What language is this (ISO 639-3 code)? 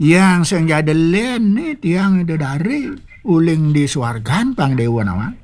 ban